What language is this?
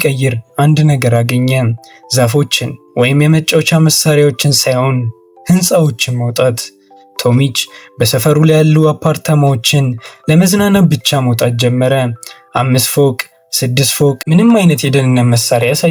Amharic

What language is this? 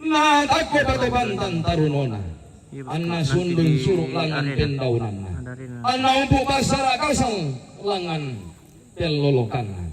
Toraja-Sa'dan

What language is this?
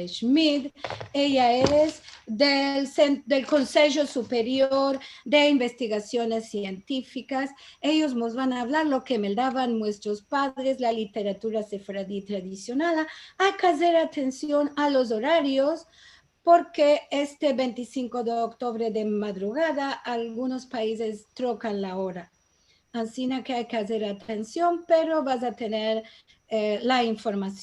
Ladino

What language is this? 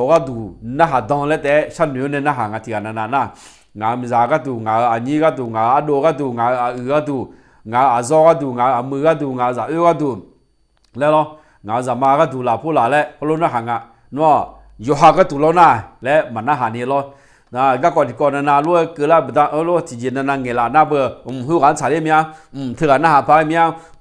Akha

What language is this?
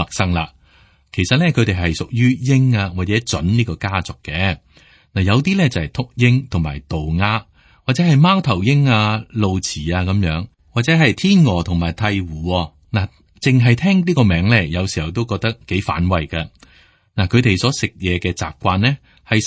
Cantonese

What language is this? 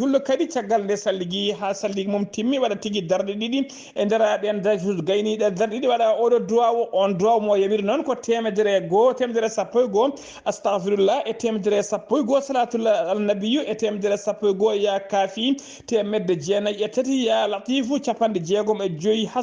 Fula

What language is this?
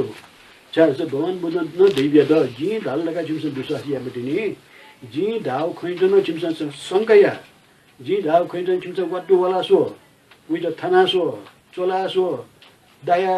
Newari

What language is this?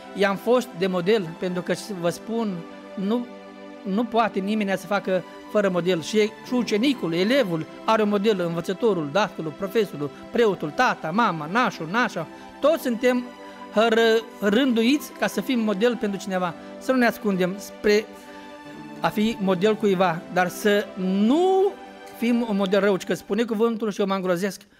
Romanian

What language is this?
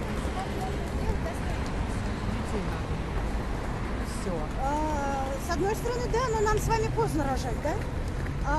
Russian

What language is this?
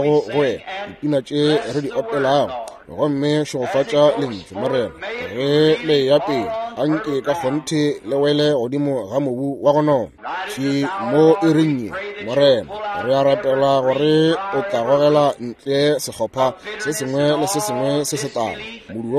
Northern Sotho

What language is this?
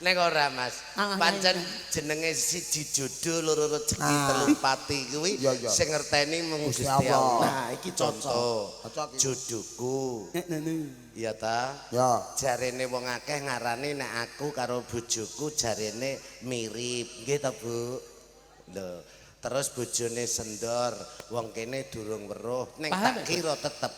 Javanese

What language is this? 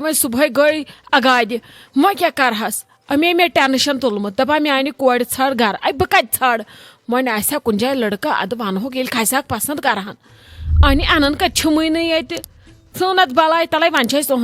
Kashmiri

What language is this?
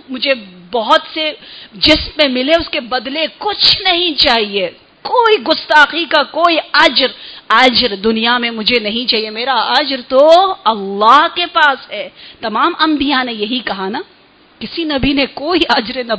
Urdu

